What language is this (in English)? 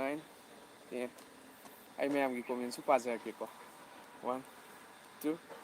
Manipuri